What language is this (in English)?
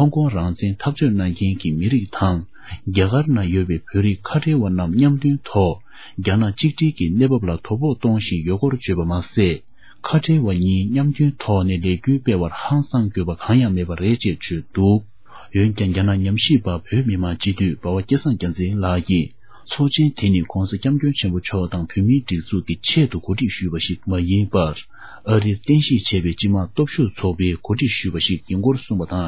Tibetan